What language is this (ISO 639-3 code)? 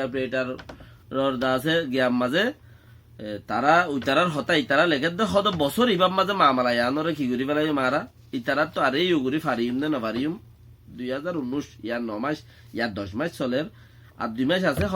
rhg